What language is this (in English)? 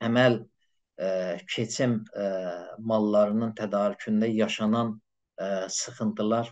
South Azerbaijani